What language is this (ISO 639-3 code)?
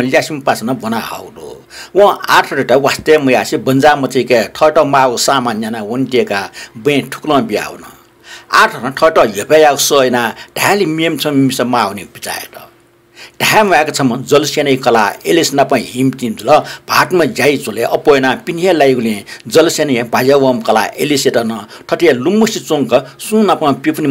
new